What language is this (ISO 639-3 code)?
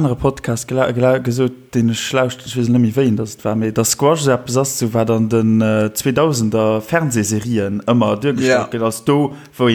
ltz